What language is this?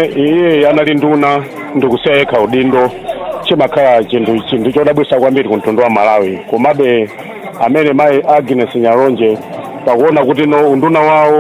Nyanja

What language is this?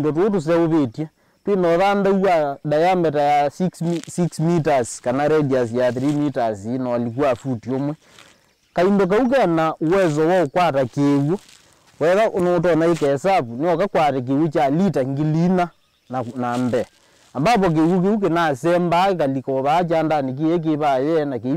Kamba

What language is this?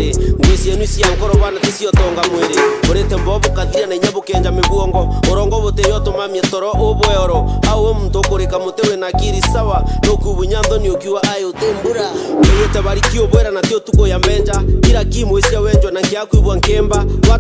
Meru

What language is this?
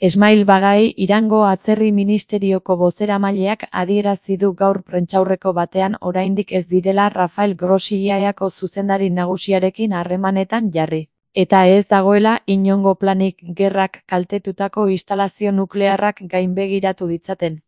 Basque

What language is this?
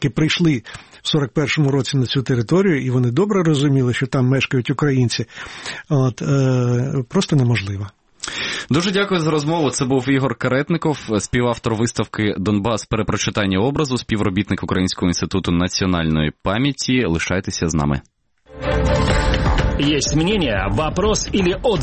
Ukrainian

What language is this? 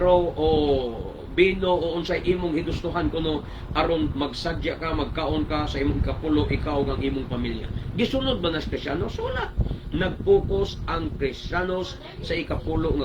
Cebuano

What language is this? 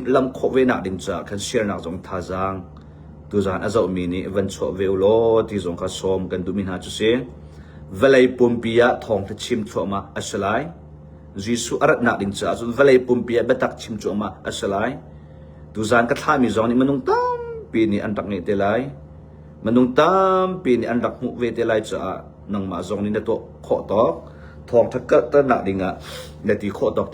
Hakha Chin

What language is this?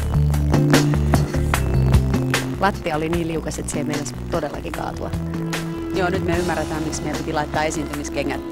Finnish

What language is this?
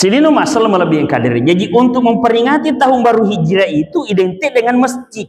Buginese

